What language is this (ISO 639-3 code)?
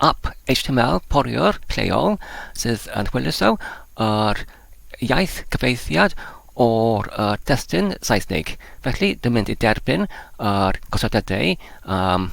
cym